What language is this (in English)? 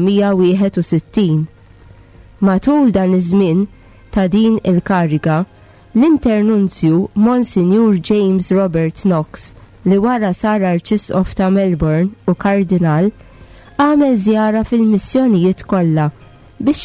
Maltese